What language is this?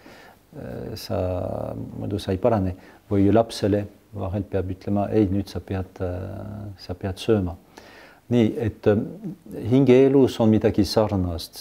Estonian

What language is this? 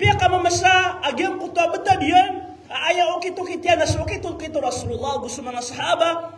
Maranao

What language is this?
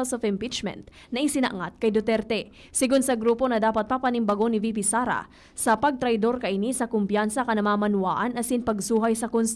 Bikol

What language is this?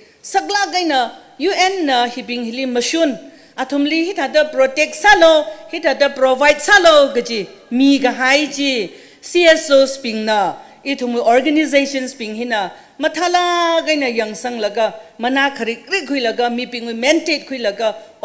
Tangkhul Naga (India)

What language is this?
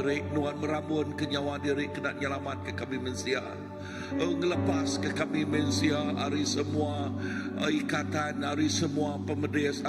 Iban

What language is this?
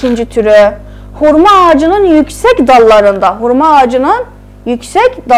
South Azerbaijani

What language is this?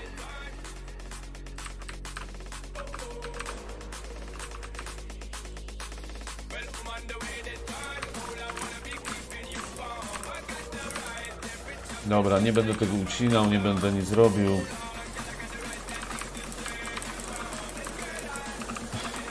Polish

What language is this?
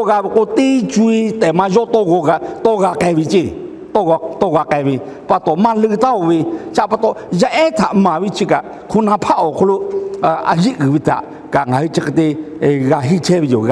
Lahu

